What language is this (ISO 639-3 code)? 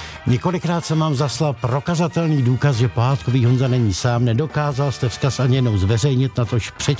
ces